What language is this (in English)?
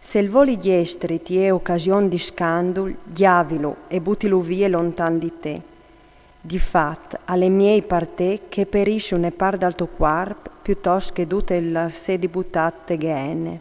Friulian